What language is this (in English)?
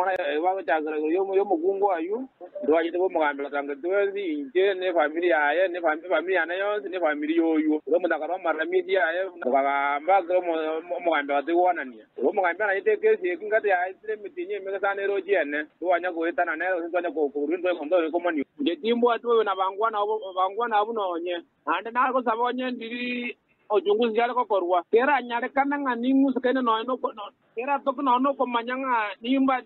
Gusii